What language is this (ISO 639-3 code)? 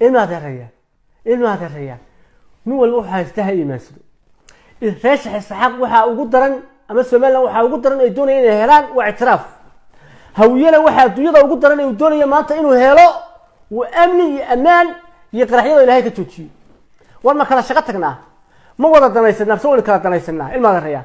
som